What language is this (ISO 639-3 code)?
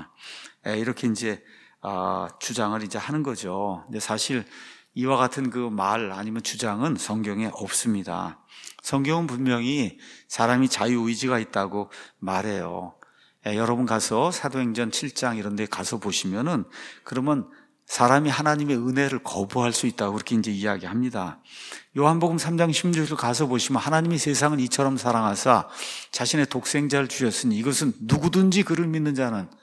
kor